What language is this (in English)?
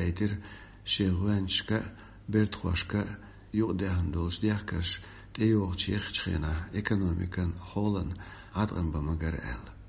Chechen